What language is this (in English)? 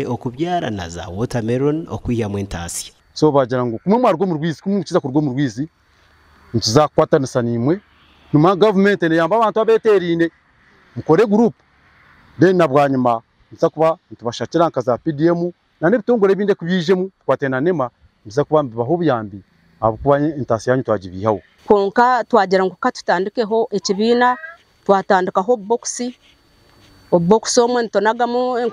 Nyankole